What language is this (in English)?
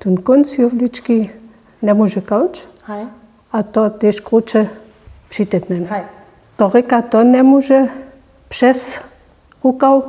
Upper Sorbian